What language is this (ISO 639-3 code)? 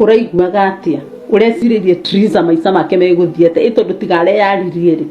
kik